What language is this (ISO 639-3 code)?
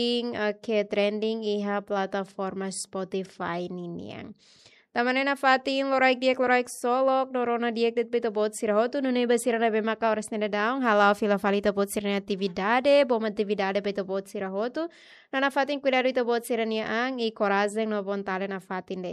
tet